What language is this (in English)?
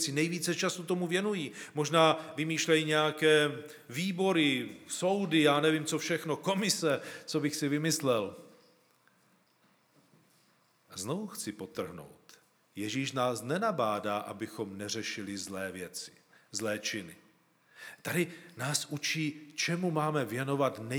Czech